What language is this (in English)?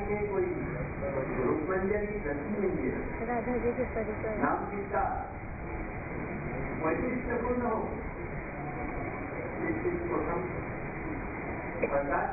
Hindi